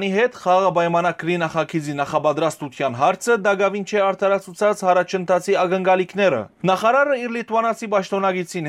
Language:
Western Armenian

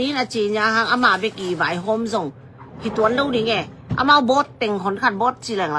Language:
Tedim Chin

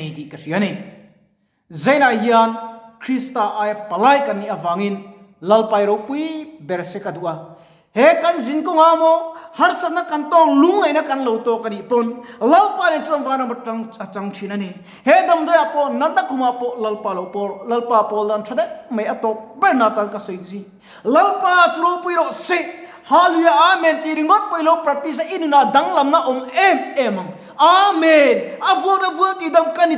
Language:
Mizo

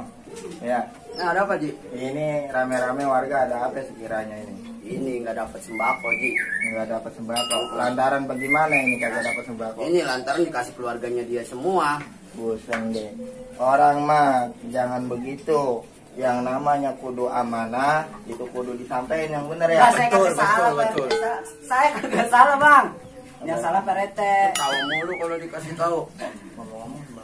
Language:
Betawi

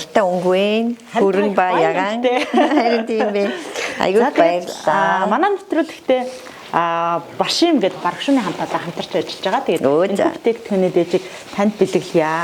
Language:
Mongolian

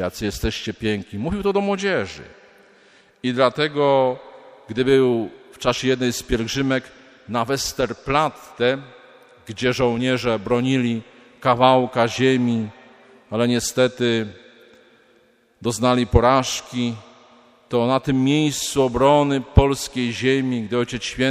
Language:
Polish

